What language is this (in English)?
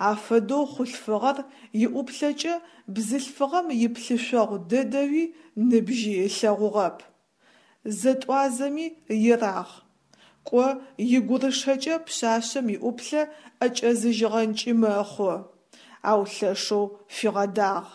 Adyghe